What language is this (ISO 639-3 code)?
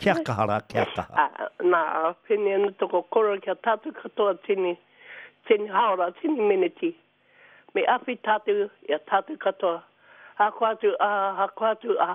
mri